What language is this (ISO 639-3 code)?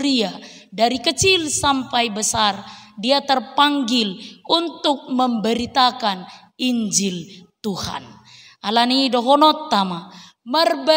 bbc